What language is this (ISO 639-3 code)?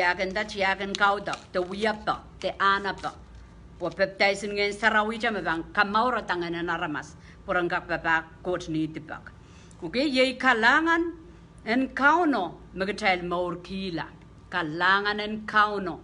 pon